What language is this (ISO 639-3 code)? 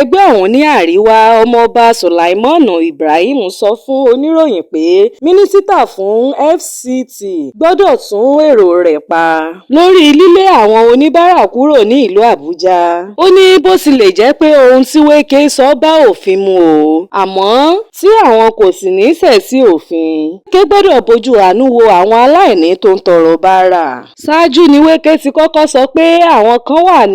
yor